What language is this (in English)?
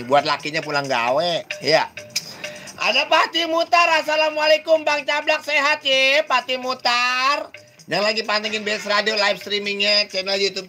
Betawi